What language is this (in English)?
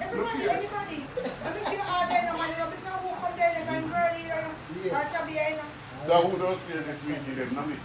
Jamaican Creole English